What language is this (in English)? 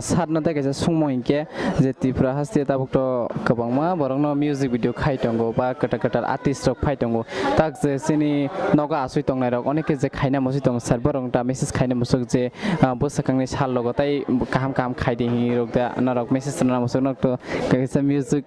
Kok Borok